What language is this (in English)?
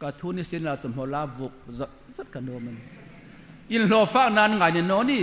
Hmar